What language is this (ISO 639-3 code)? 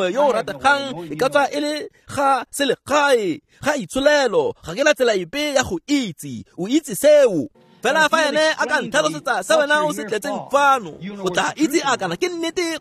tsn